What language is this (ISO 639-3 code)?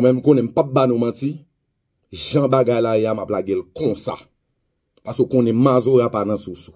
hat